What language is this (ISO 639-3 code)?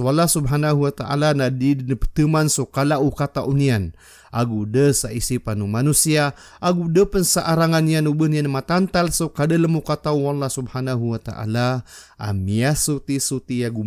mrw